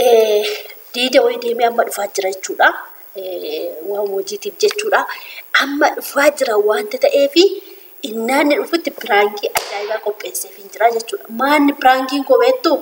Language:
Oromo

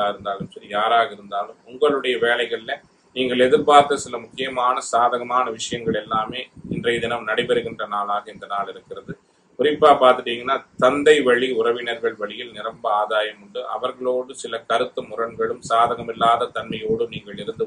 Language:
Tamil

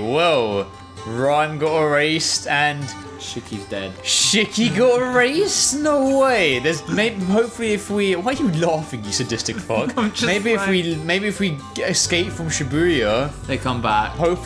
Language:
English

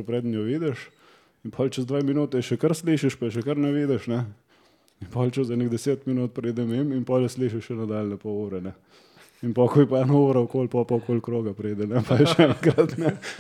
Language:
Slovenian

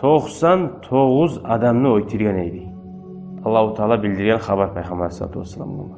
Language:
Kumyk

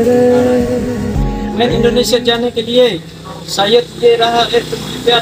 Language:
Bima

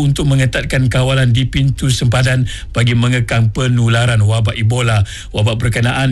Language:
Malay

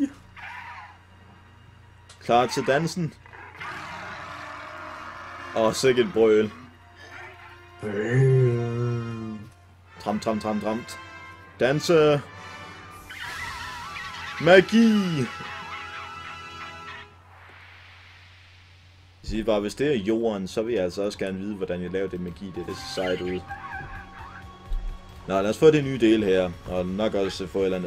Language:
Danish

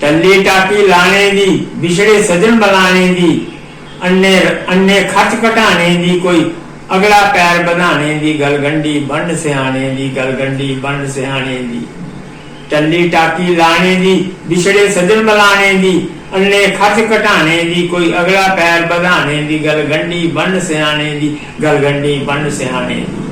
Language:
Dogri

